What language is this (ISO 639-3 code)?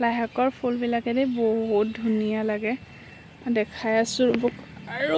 asm